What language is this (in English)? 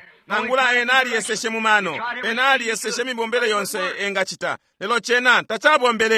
Bemba